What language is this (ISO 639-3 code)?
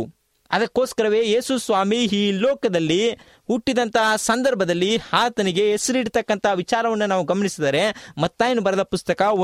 kan